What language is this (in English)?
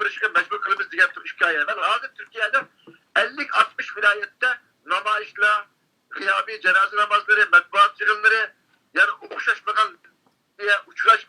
Uyghur